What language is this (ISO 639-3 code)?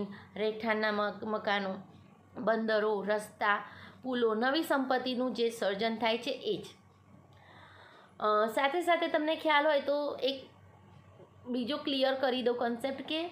guj